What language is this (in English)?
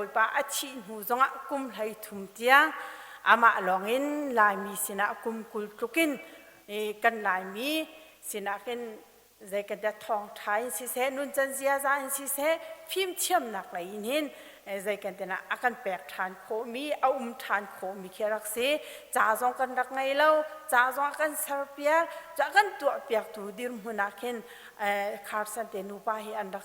Hakha Chin